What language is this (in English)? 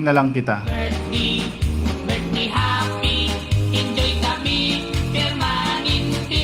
Waray